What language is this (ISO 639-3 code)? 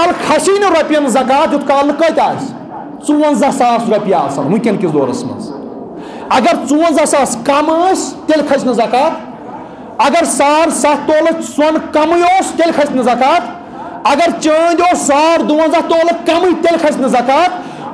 kas